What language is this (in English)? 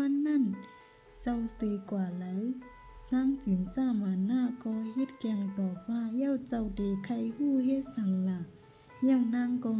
Shan